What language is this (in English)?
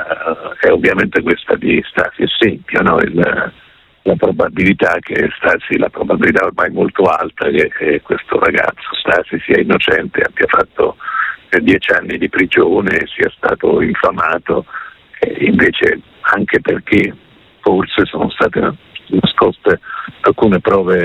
Italian